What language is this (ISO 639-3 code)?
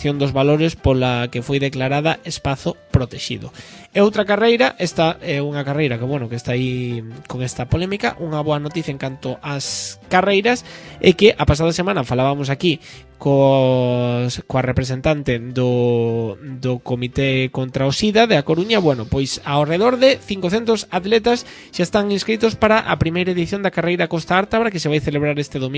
glg